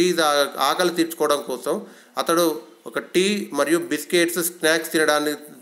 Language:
Telugu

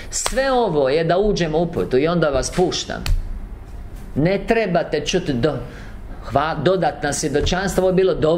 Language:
Croatian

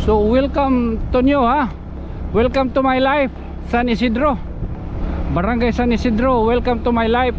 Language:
Waray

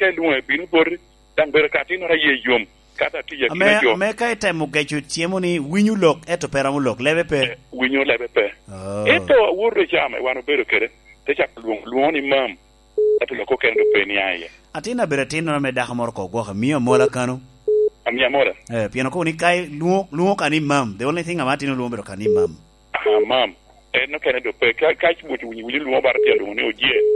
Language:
Lango (Uganda)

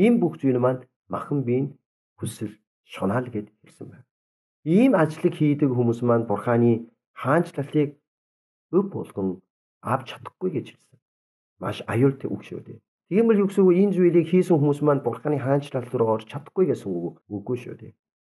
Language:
Mongolian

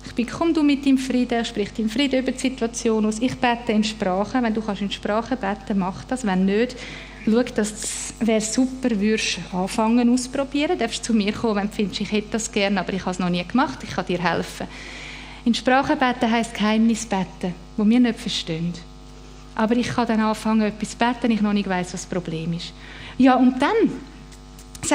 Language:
Swiss German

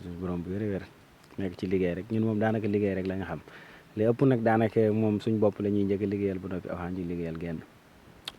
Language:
Wolof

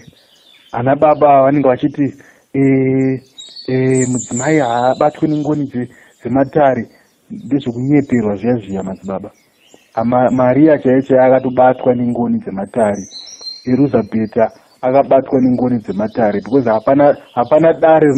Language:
Shona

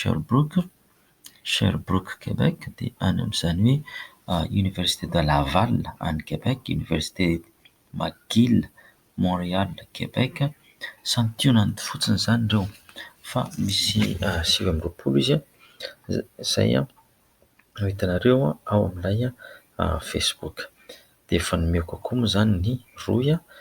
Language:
Malagasy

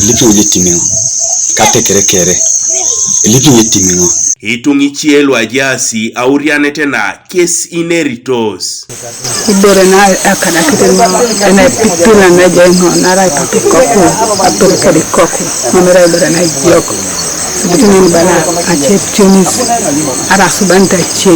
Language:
Teso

